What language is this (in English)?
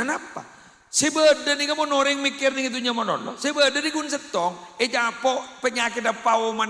Madurese